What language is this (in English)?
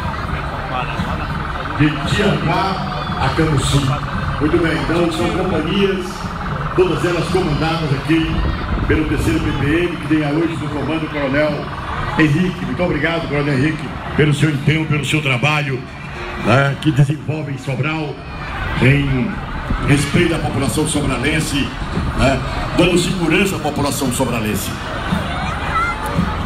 Portuguese